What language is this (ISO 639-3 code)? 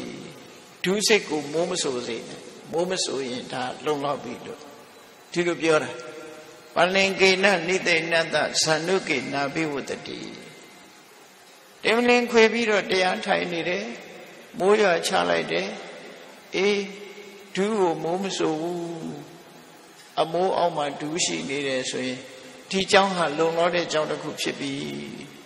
mya